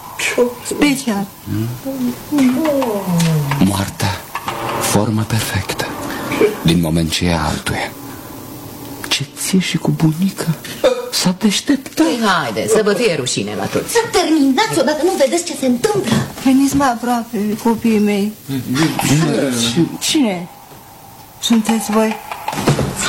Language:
Romanian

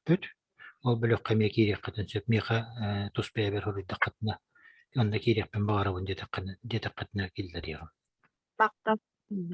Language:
Yakut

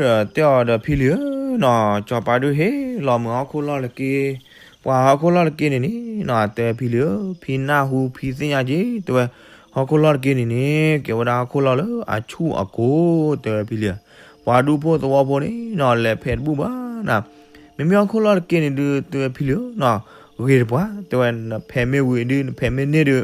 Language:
S'gaw Karen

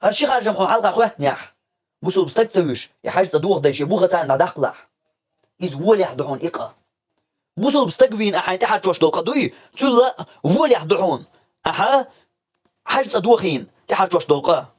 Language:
Chechen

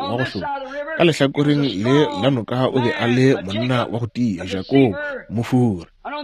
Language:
Northern Sotho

